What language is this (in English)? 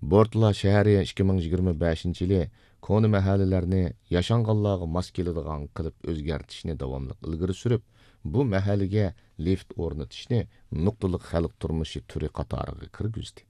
Uyghur